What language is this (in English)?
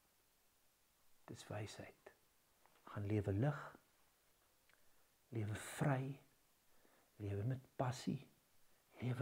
Afrikaans